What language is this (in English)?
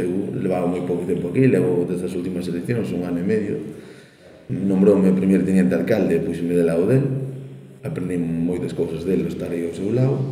Galician